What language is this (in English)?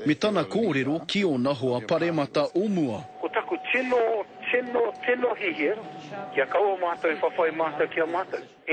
Māori